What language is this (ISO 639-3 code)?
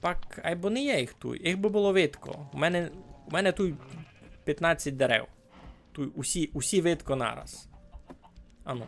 rue